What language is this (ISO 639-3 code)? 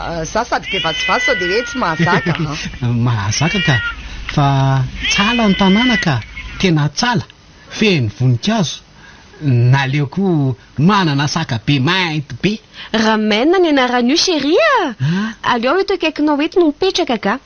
mlg